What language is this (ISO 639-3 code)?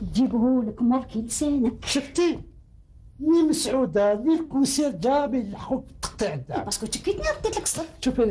arq